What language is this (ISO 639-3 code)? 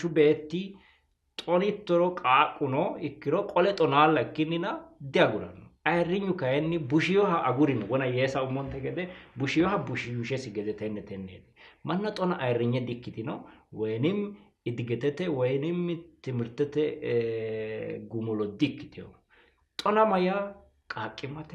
sid